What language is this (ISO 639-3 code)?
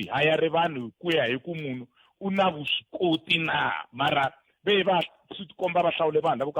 tso